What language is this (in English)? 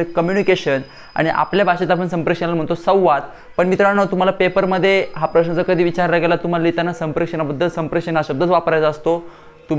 Marathi